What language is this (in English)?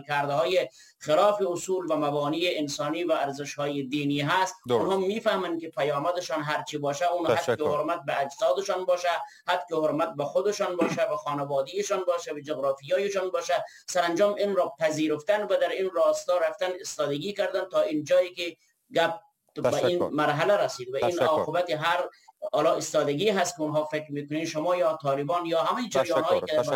Persian